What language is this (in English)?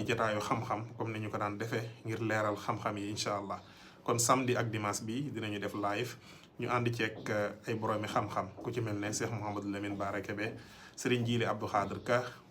Wolof